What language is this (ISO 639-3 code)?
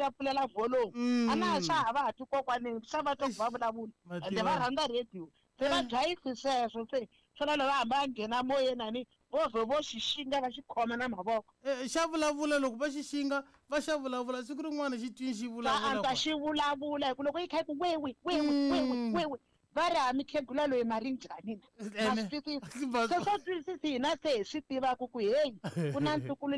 tso